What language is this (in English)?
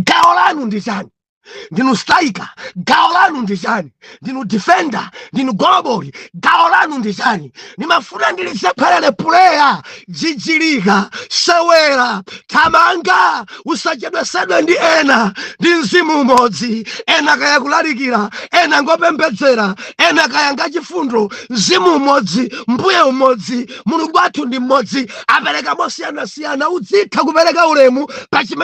Nyanja